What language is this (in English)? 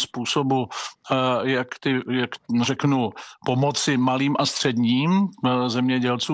Czech